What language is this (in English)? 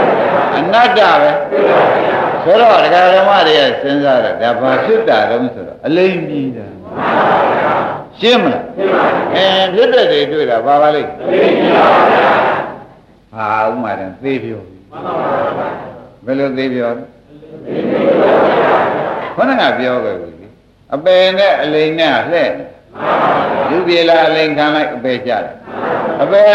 Burmese